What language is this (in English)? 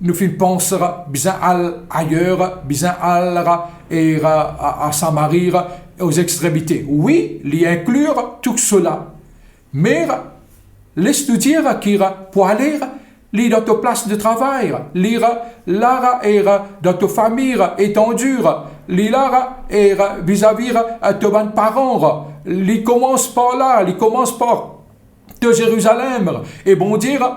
Morisyen